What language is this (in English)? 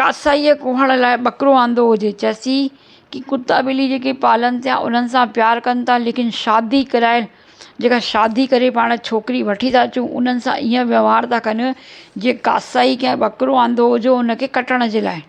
Sindhi